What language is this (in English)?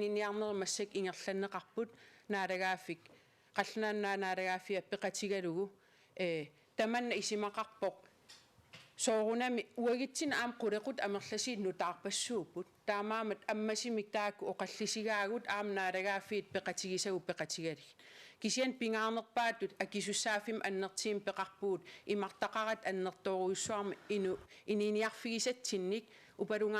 Kalaallisut